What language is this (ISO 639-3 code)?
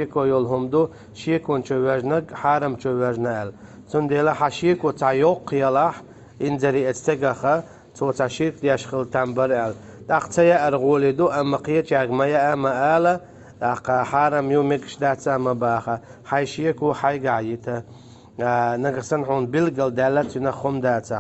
che